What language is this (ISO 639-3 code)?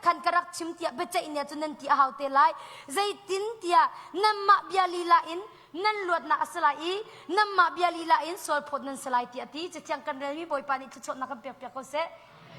cnh